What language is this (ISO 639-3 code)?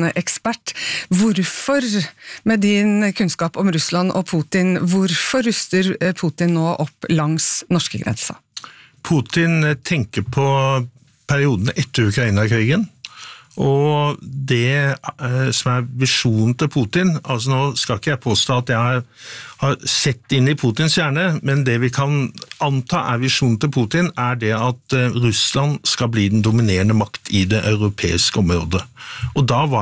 nor